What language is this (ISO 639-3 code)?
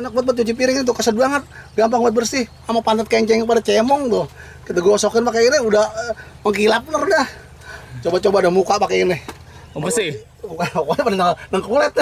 bew